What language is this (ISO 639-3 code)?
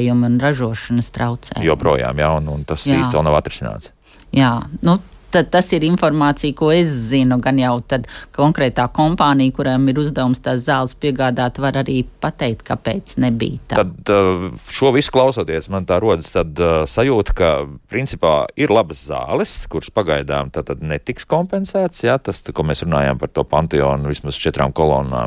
lav